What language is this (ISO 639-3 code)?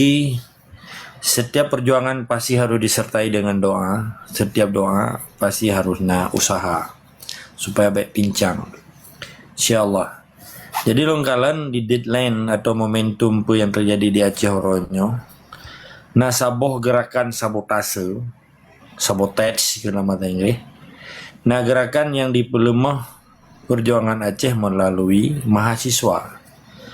ace